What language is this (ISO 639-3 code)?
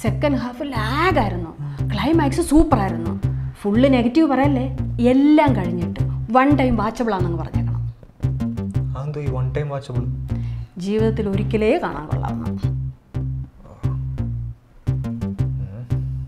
mal